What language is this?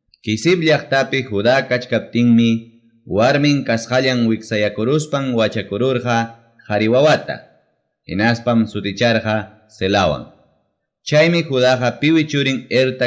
Ayacucho Quechua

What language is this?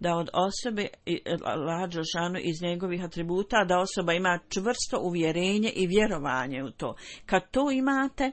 Bosnian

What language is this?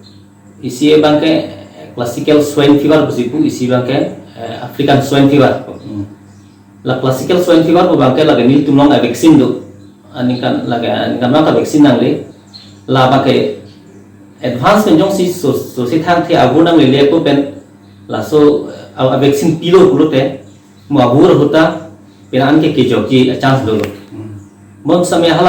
Karbi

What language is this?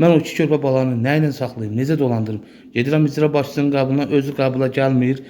Azerbaijani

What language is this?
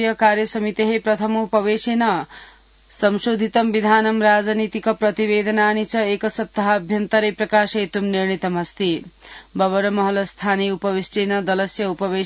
Sanskrit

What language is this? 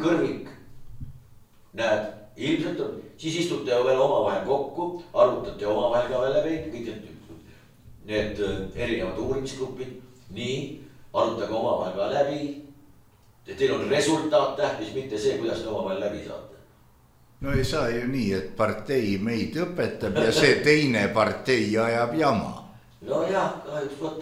Estonian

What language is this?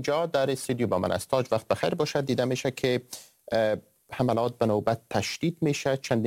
Persian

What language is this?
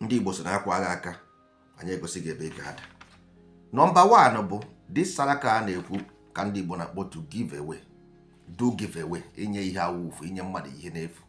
Igbo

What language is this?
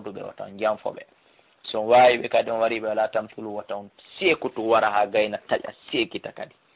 Fula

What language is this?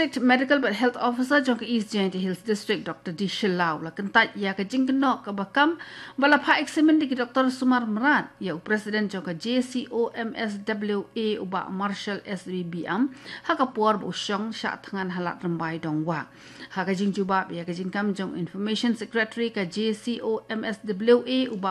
Khasi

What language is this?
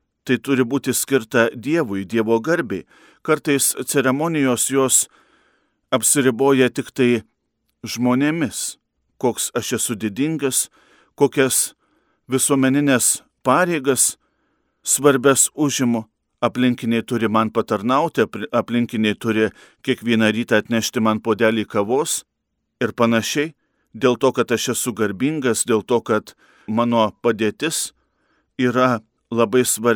Lithuanian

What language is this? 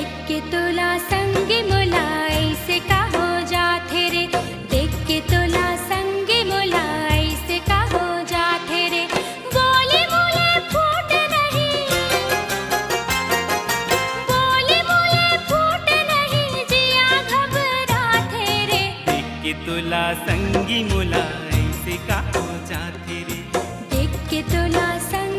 Chhattisgarhi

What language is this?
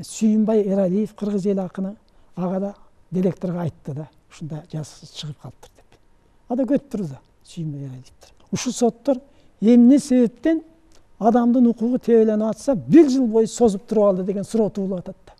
Kyrgyz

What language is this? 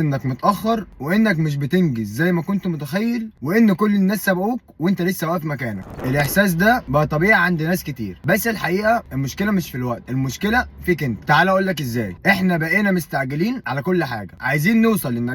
Egyptian Arabic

